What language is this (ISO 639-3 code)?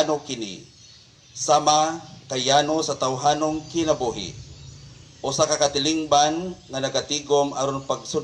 ceb